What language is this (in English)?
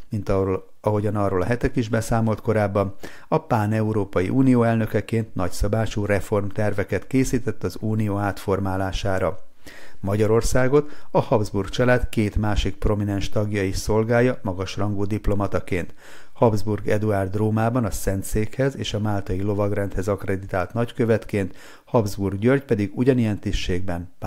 Hungarian